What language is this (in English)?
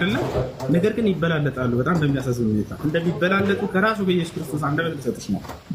Amharic